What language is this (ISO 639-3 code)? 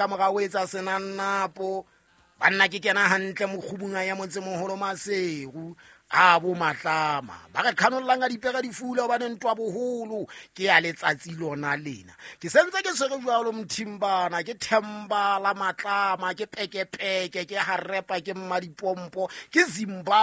sot